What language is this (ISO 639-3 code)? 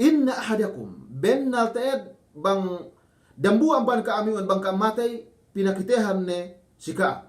yka